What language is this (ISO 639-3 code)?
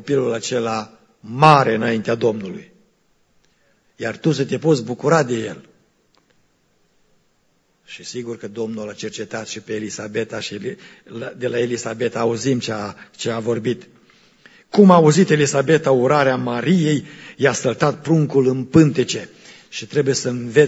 ron